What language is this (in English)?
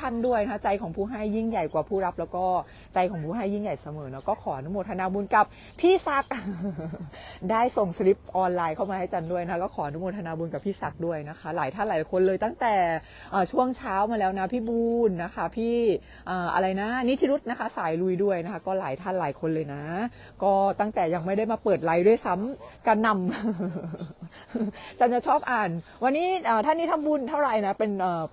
Thai